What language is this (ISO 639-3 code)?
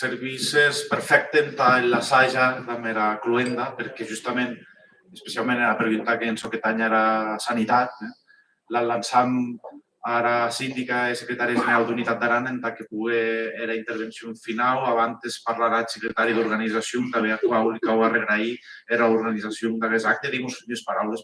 oci